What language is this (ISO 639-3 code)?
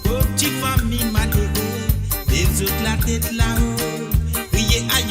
mfe